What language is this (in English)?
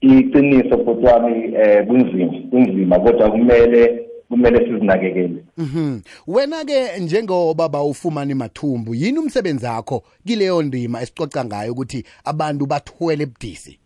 South Ndebele